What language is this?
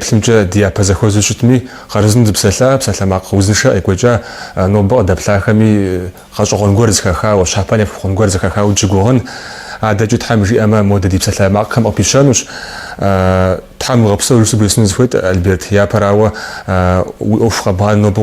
Kabardian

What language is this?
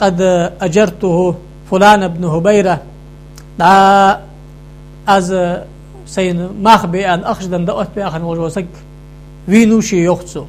Ingush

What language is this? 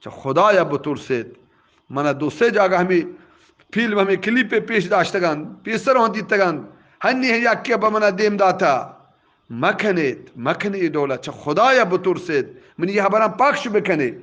Eastern Balochi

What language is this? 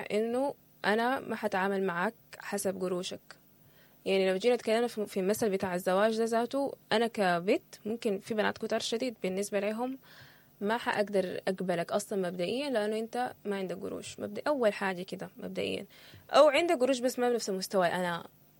Sudanese Arabic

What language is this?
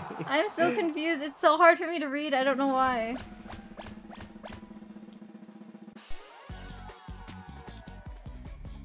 English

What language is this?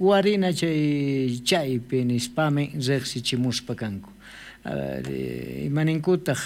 South Bolivian Quechua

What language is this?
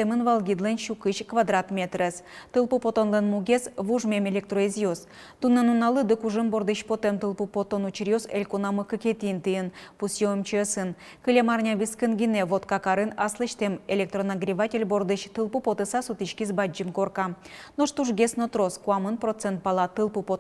Udmurt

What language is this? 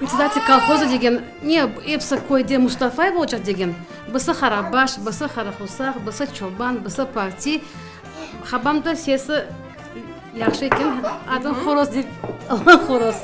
Crimean Tatar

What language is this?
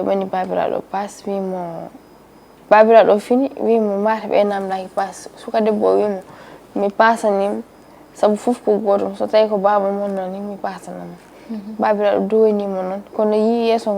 Fula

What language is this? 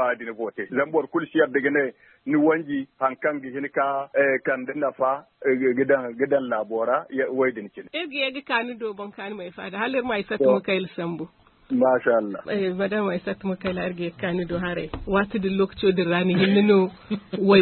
Zarma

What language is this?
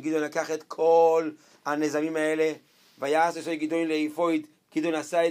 Hebrew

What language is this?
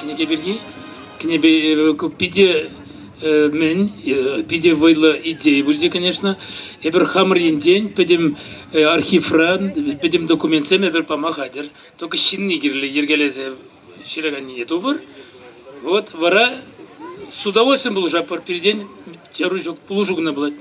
Chuvash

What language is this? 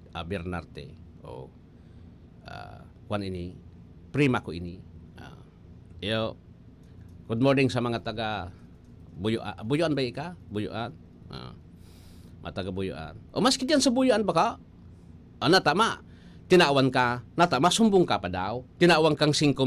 Bikol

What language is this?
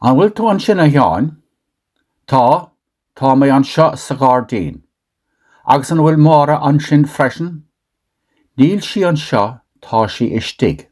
Irish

